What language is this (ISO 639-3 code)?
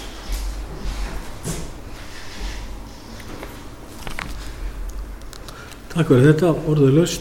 isl